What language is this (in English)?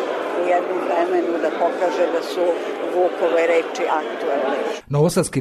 Serbian